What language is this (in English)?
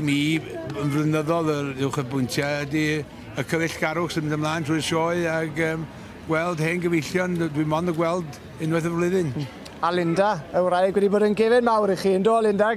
Welsh